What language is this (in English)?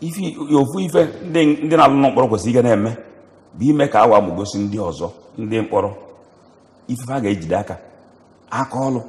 Igbo